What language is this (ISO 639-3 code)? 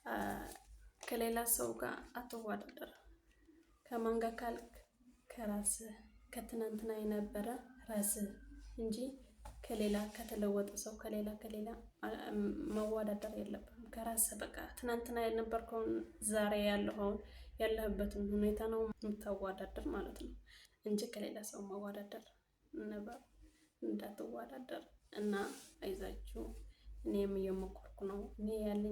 amh